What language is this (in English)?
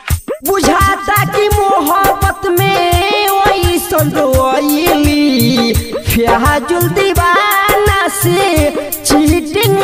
Bhojpuri